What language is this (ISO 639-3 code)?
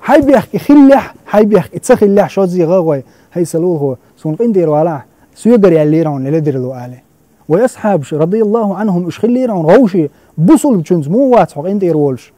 che